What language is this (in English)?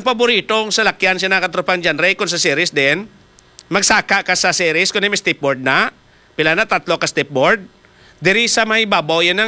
Hiligaynon